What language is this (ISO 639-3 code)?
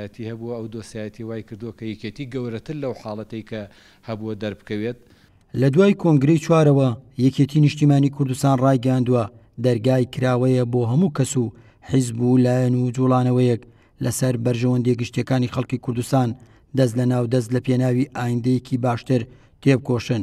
ckb